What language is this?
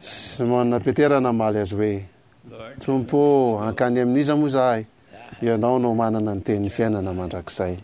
Malagasy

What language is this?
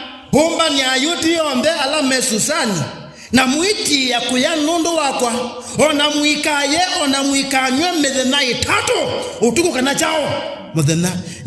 Kamba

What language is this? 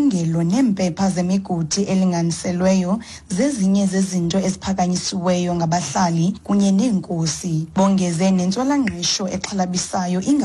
Xhosa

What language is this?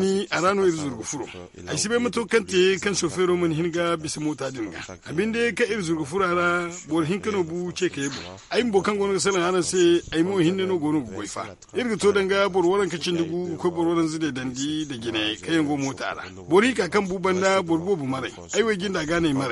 Zarma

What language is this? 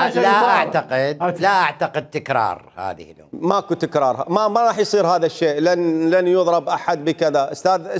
Mesopotamian Arabic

